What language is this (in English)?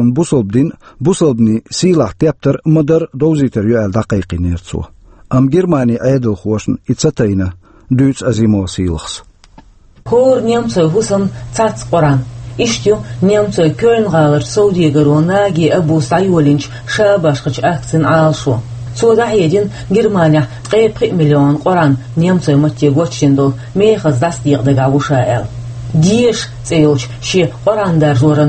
Chechen